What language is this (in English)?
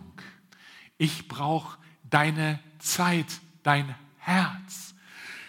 German